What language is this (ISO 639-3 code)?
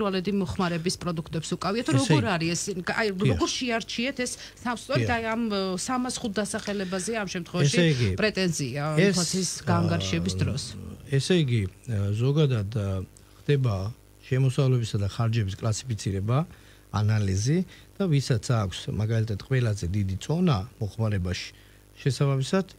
kat